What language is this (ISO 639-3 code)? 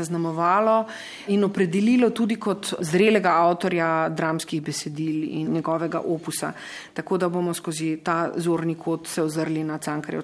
slv